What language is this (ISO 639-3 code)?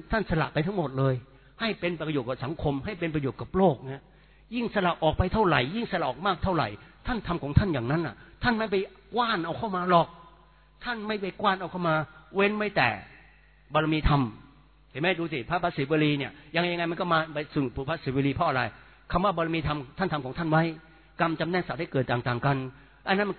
tha